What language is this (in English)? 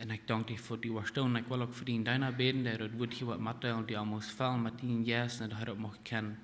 Plautdietsch